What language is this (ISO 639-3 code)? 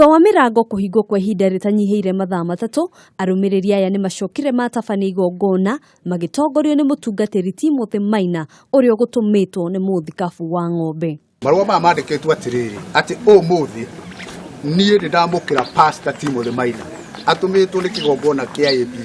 kik